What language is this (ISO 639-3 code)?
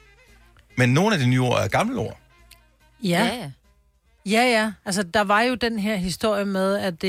dan